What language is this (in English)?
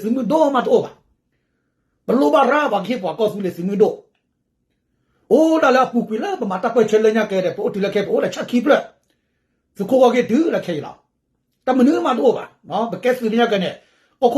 S'gaw Karen